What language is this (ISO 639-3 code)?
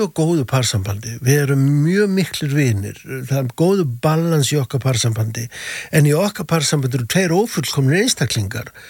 isl